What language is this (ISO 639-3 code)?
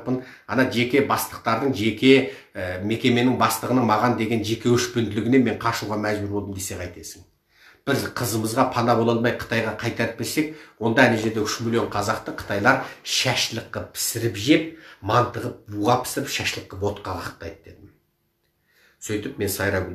kaz